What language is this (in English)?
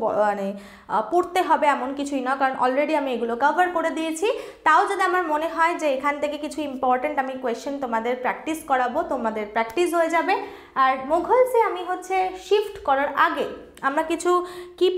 Bangla